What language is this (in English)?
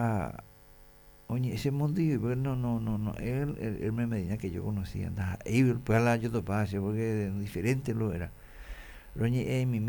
Guarani